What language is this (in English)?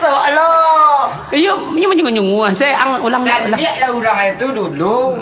Minangkabau